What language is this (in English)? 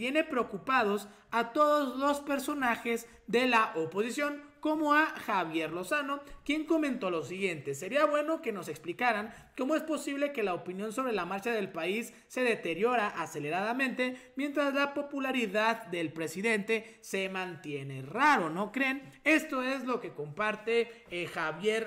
Spanish